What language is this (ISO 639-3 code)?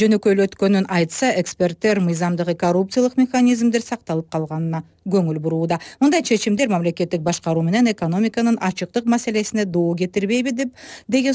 kir